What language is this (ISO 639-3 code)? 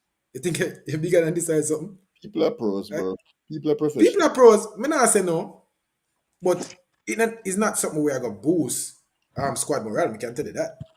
jam